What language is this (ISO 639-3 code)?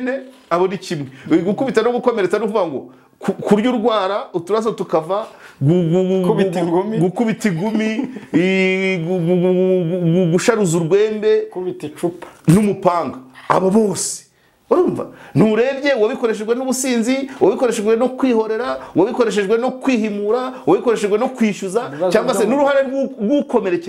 kin